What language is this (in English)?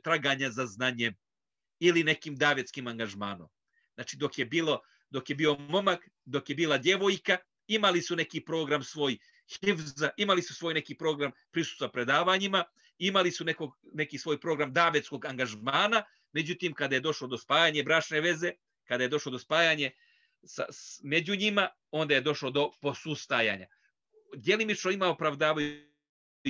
Bosnian